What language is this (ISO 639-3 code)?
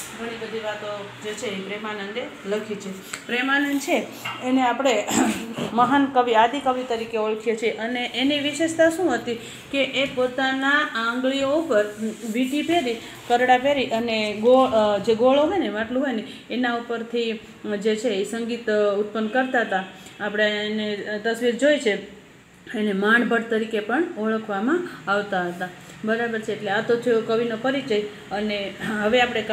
guj